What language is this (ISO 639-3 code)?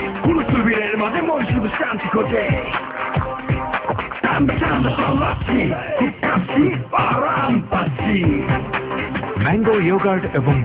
ben